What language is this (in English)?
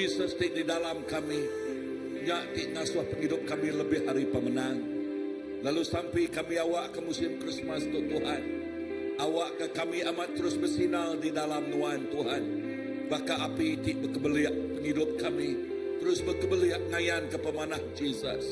Iban